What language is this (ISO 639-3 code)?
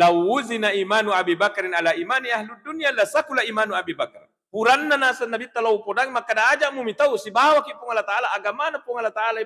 bug